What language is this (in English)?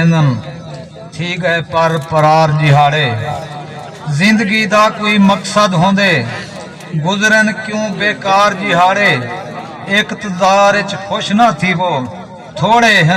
Saraiki